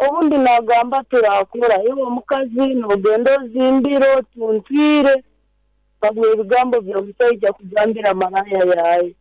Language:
Nyankole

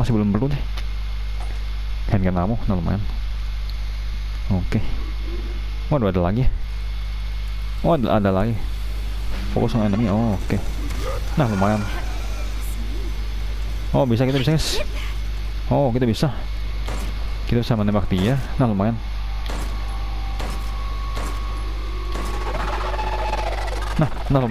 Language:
Indonesian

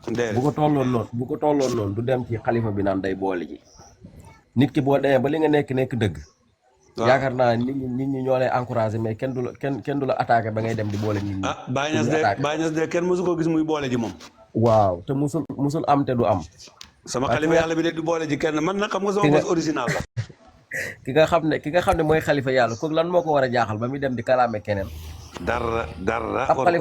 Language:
Wolof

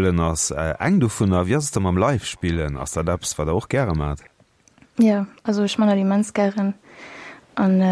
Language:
Luxembourgish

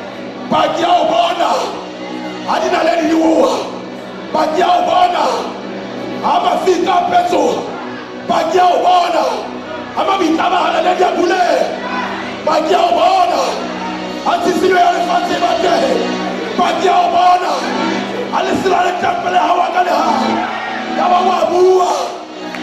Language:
Southern Sotho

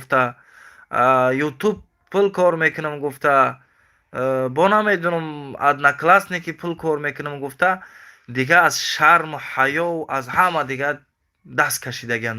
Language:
Tajik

